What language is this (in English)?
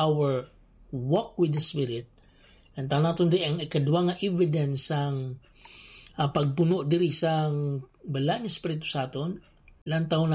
Hiligaynon